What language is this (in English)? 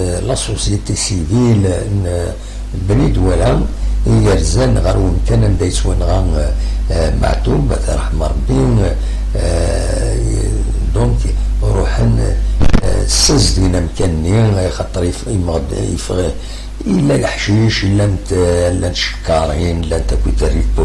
Kabyle